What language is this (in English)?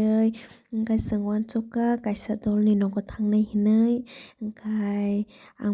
Kok Borok